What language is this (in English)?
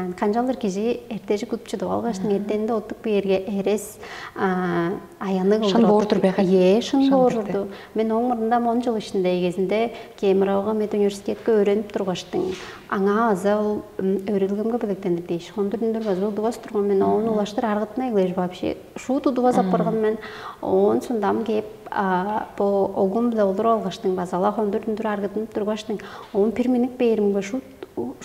Tuvinian